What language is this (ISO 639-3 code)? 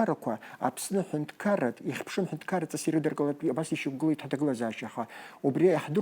abk